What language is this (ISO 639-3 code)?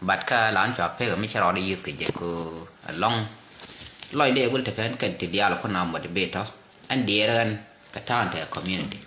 nus